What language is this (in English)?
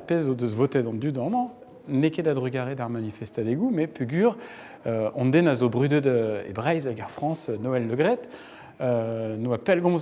Breton